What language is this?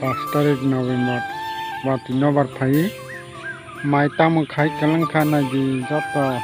Kok Borok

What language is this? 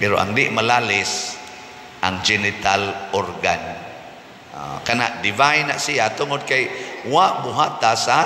Cebuano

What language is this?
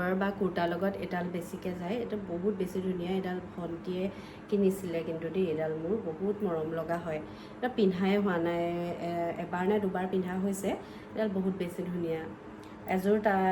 Assamese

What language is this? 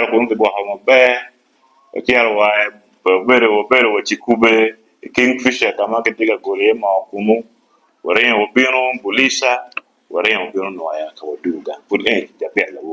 Acoli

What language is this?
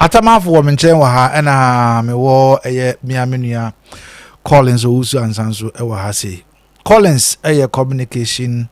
Akan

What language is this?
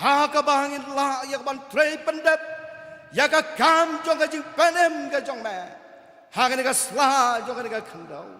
Khasi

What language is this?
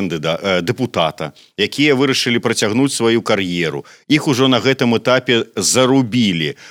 Belarusian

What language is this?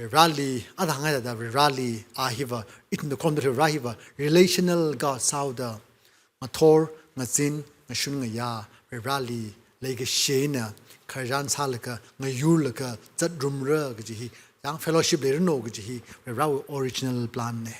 Tangkhul Naga (India)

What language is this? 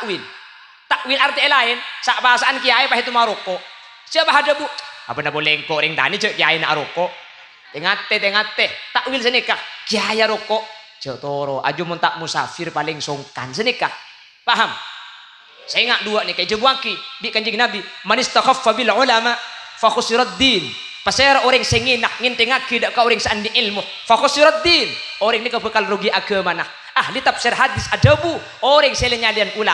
Madurese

